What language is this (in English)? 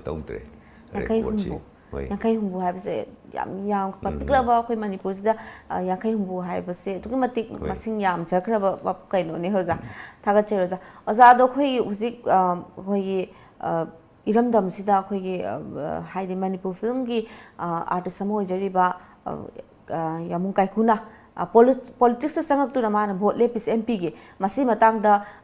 Manipuri